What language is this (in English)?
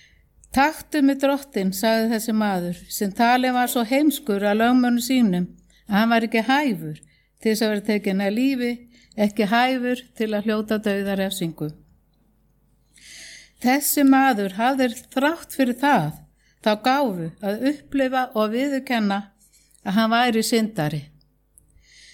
Icelandic